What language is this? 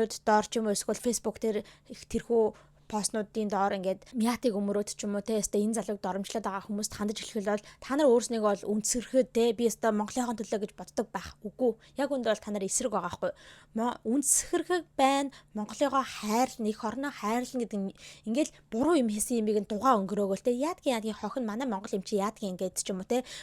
Mongolian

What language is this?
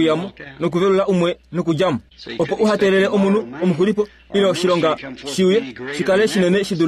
Kuanyama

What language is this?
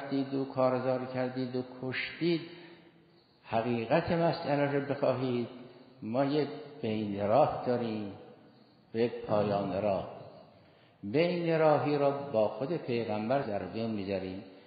Persian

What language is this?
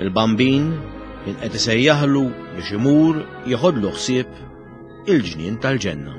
Maltese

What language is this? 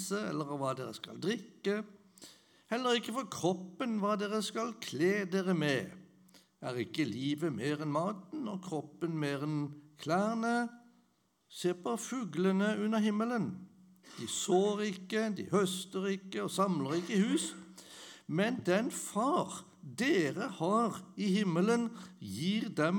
Norwegian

